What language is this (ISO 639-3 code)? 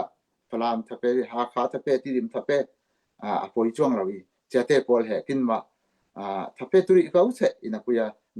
cfm